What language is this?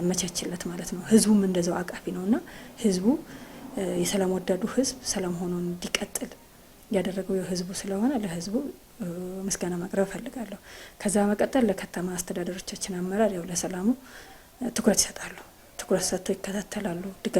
Amharic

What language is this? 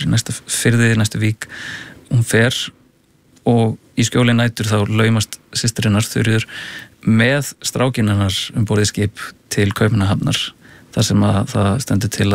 Icelandic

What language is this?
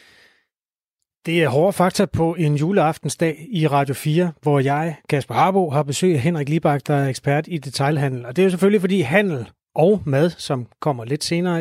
Danish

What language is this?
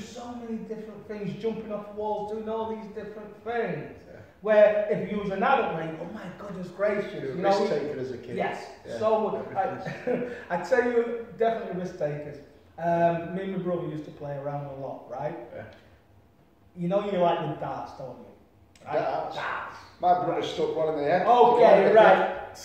English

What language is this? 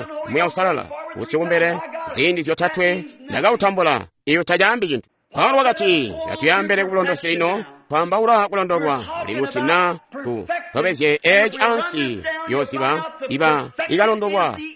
Tonga (Zambia)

